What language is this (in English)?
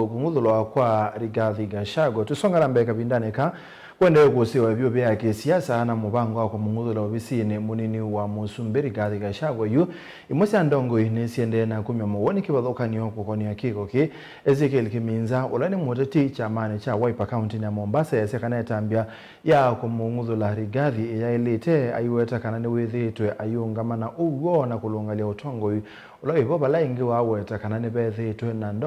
Kamba